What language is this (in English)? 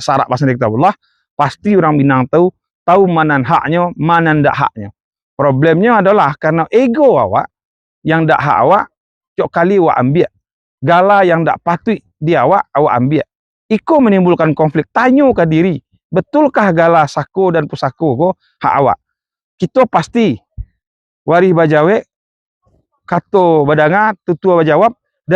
Minangkabau